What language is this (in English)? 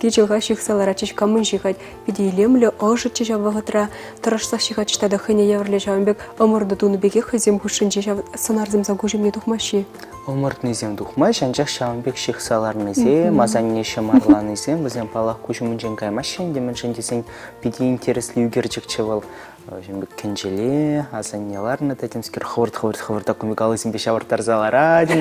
Chuvash